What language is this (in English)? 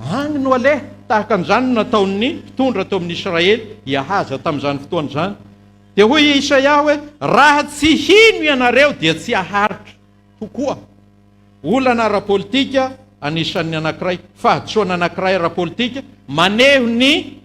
Malagasy